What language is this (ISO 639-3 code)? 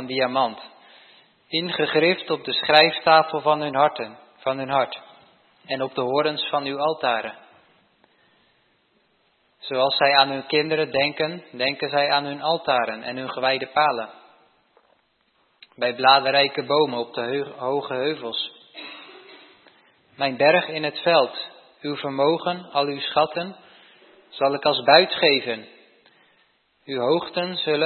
nld